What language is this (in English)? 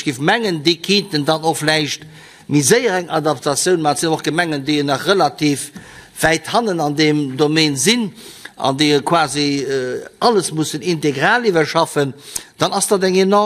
Luxembourgish